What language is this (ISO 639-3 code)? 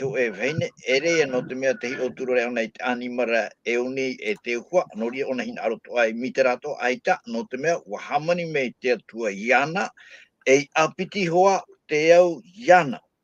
tah